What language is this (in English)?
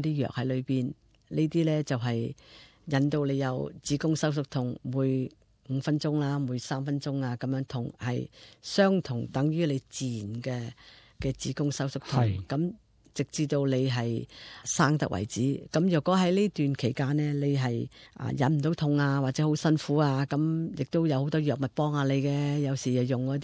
Cantonese